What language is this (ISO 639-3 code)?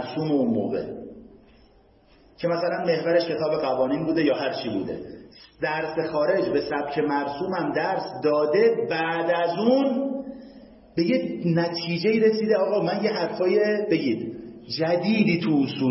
fas